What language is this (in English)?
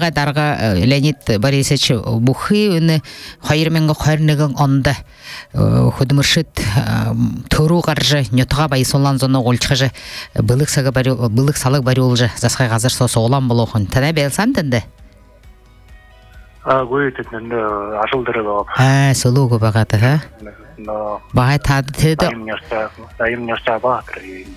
Buriat